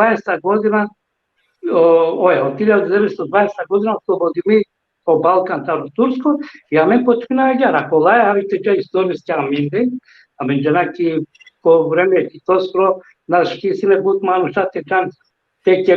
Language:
Balkan Romani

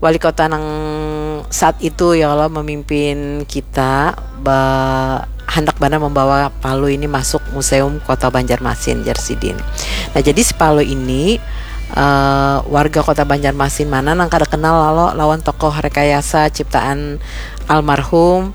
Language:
Banjar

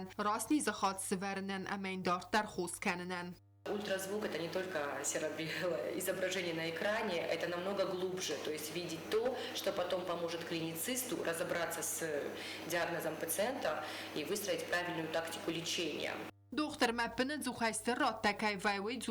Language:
Ossetic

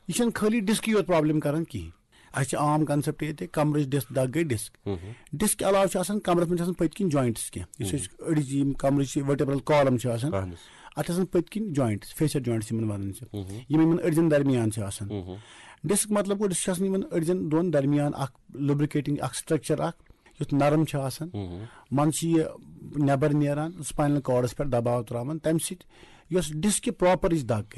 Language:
Kashmiri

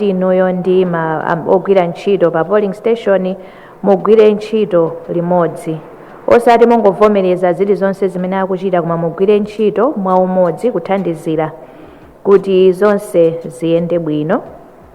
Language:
Nyanja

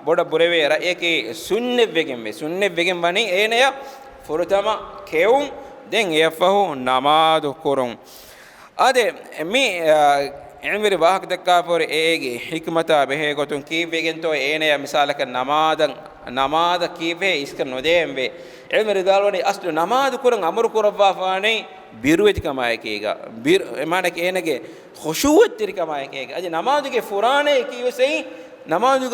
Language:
Divehi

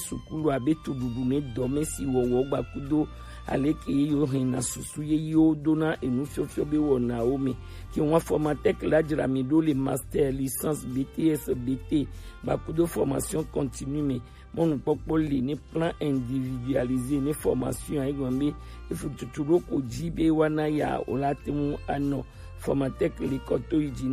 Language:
Gen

